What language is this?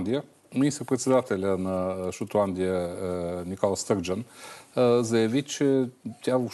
Bulgarian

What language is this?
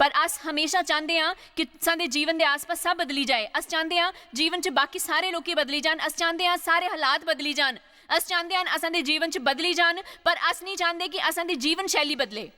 Dogri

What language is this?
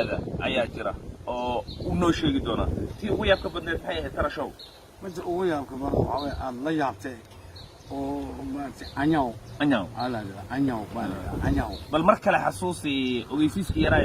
Somali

